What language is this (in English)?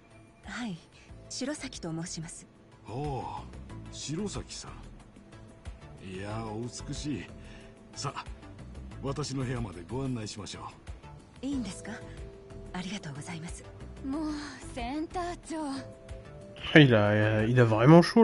Japanese